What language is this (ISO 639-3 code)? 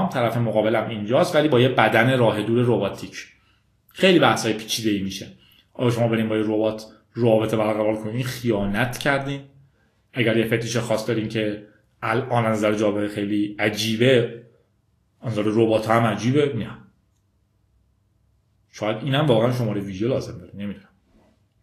fas